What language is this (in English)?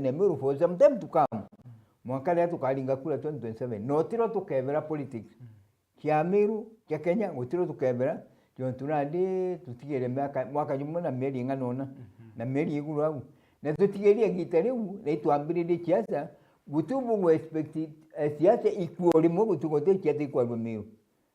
Meru